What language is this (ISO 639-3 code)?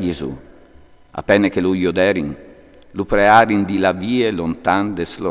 fur